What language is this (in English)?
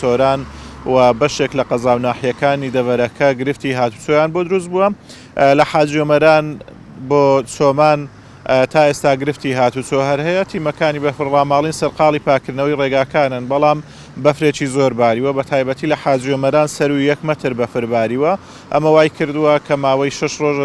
Central Kurdish